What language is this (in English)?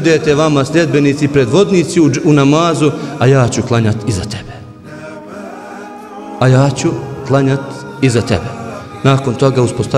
Bosnian